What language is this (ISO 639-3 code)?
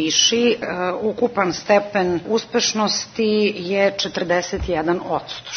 srp